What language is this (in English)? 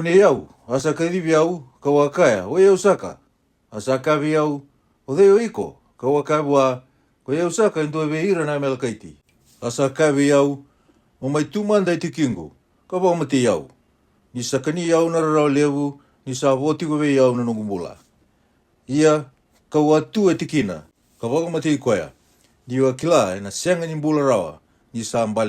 Fijian